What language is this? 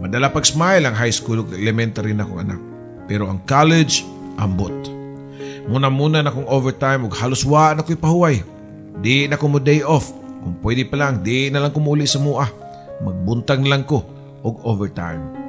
Cebuano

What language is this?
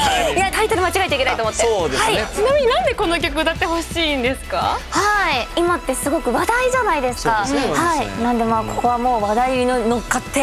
Japanese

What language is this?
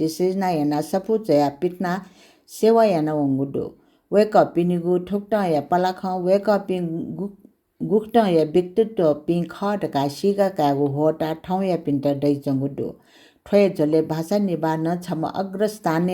Newari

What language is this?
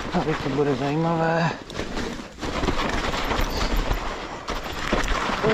Czech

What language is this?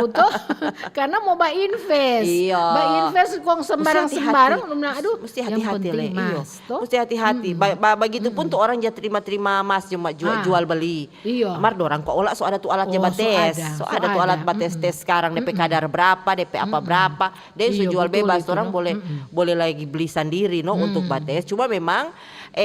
Manado Malay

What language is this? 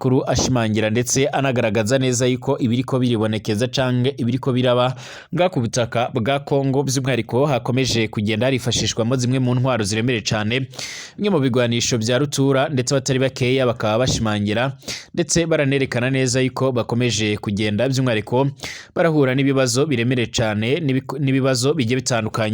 Rundi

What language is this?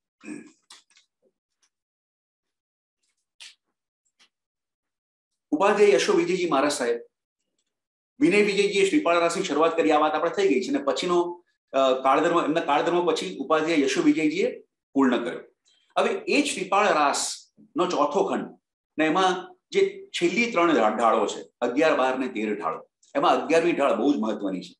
Gujarati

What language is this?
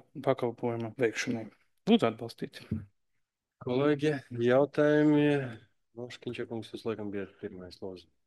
Latvian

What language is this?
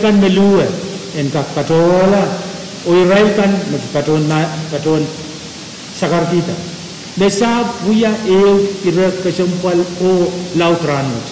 Pohnpeian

